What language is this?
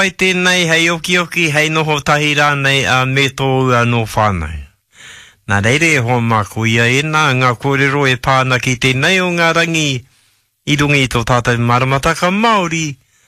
Māori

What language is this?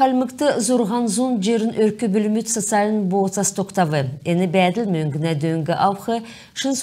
Kalmyk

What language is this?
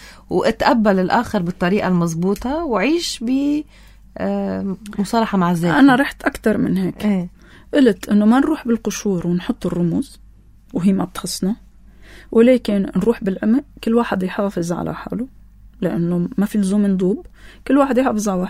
North Levantine Arabic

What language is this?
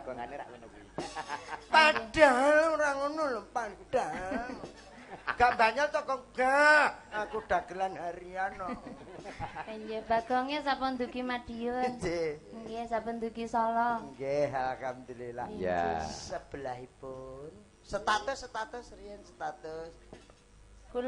Javanese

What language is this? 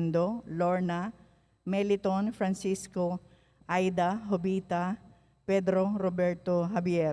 Pampanga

